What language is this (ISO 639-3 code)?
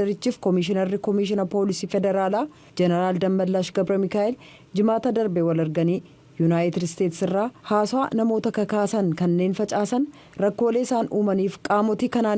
orm